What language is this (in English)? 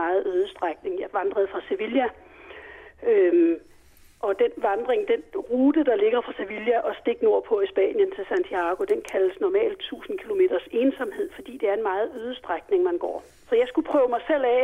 Danish